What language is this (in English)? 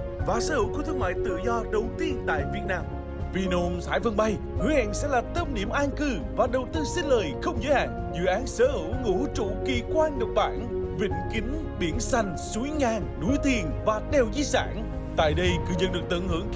Vietnamese